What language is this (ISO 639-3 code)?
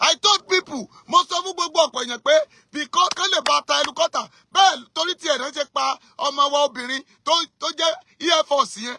yor